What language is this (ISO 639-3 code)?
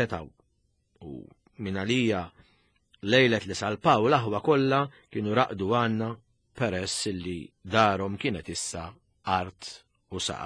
mlt